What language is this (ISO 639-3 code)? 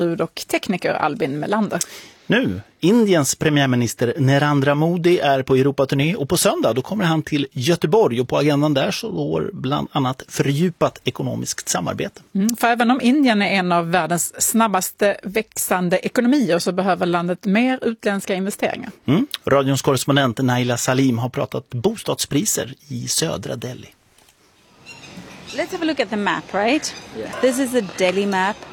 swe